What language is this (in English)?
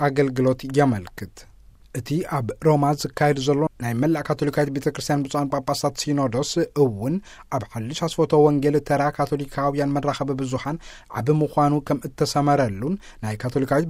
Tigrinya